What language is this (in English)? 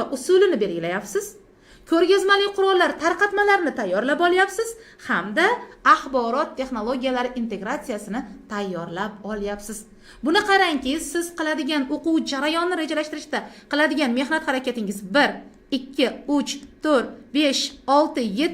Uzbek